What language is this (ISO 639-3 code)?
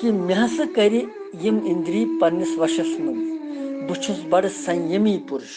kas